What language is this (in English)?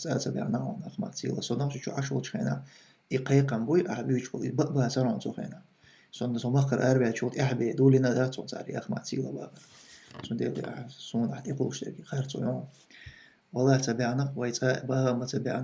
Chechen